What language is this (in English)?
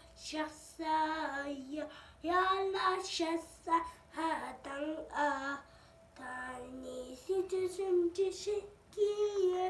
Tibetan